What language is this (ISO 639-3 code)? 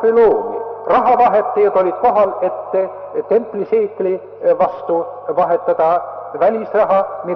est